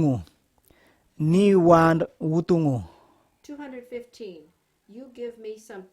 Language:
Kamasau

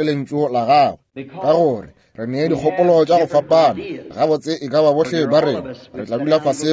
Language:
Northern Sotho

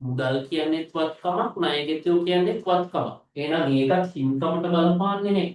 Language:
Sinhala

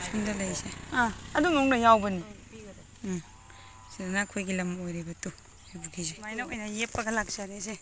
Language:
Manipuri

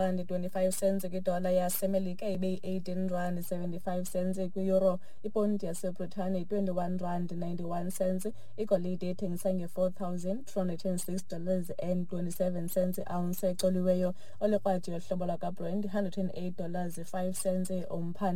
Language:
Xhosa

